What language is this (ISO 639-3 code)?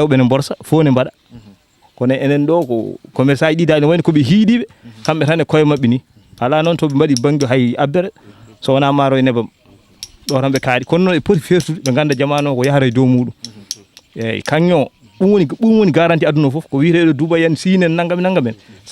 ful